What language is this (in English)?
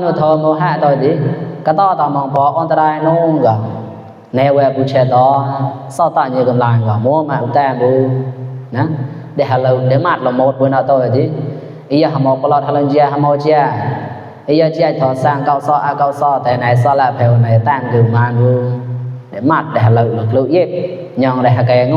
Mon